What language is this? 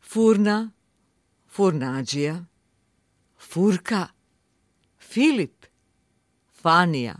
Macedonian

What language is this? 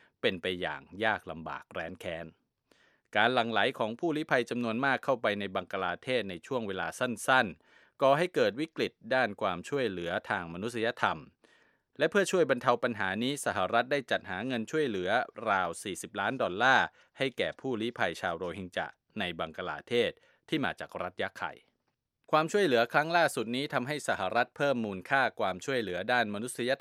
Thai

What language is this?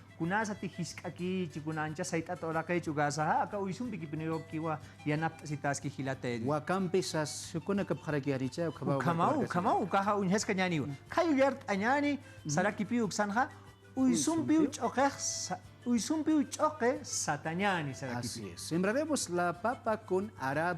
Aymara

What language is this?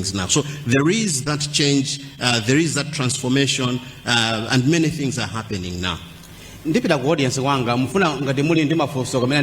Nyanja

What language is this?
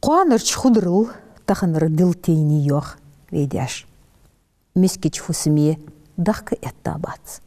Ingush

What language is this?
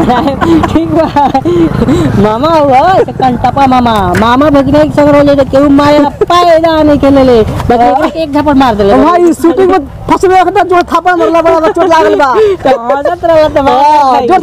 Bhojpuri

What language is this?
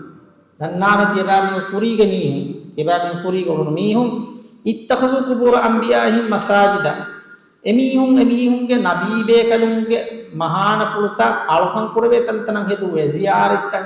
Divehi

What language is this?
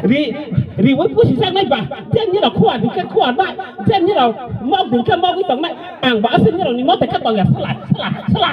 Kok Borok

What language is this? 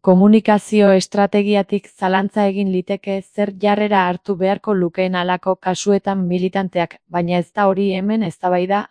Basque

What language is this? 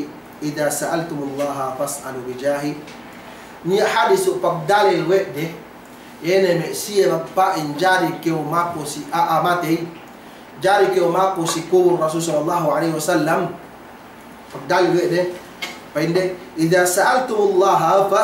Yakan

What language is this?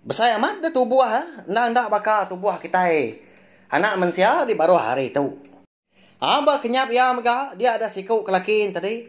Iban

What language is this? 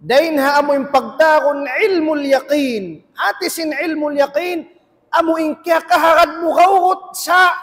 Tausug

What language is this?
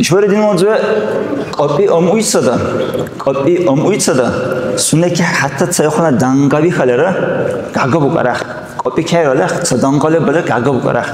Dargwa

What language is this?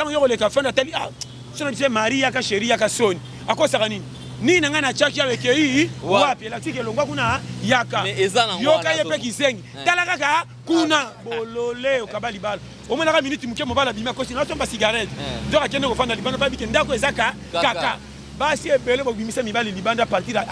Lingala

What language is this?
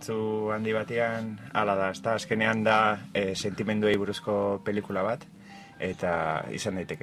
Basque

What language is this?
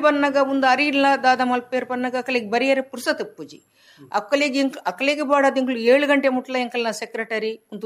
Tulu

